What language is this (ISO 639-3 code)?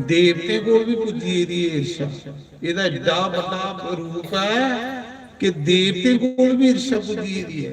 doi